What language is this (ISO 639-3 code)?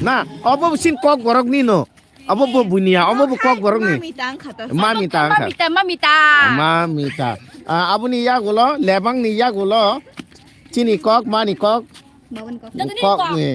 trp